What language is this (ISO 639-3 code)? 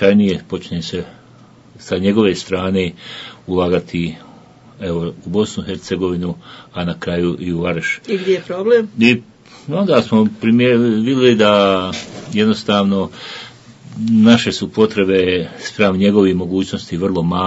bos